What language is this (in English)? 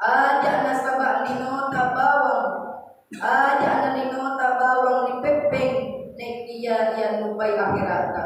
Buginese